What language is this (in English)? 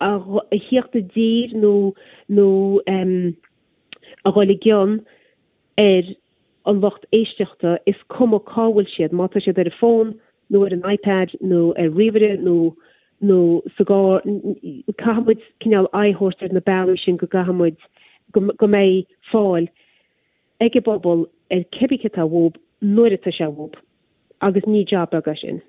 Irish